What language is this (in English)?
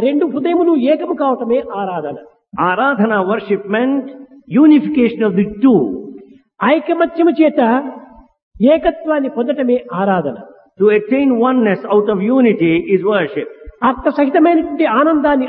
Telugu